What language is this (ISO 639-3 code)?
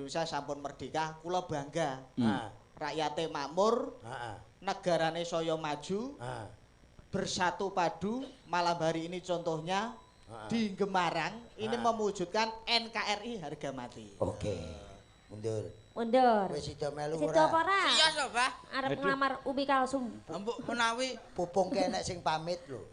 jav